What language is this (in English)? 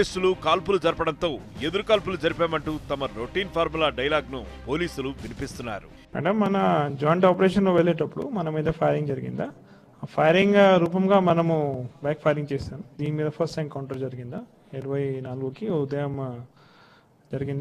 Telugu